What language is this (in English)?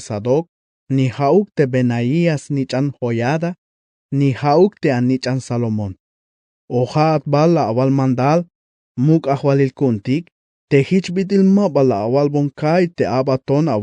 Tzeltal